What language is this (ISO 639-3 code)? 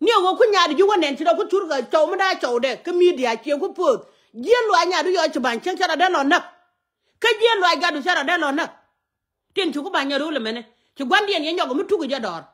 nus